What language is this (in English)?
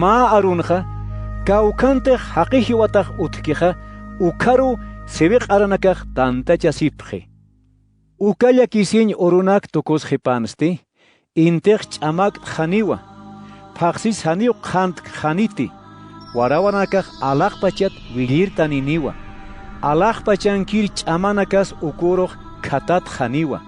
Aymara